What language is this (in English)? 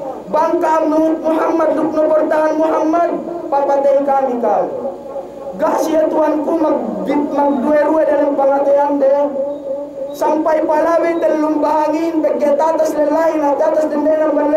Yakan